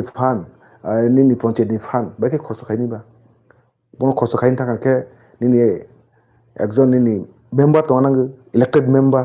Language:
Kok Borok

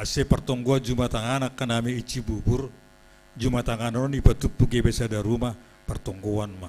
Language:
Batak Simalungun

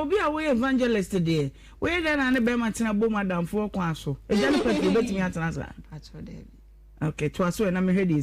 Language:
Akan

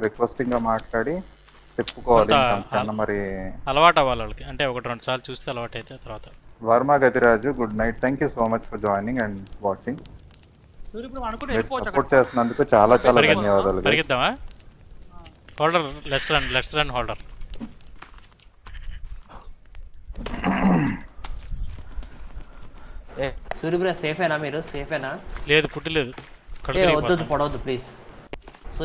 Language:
Telugu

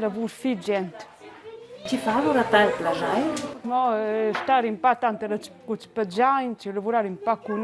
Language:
Romansh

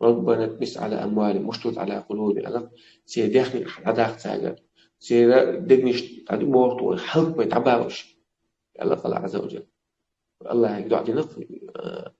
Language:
Chechen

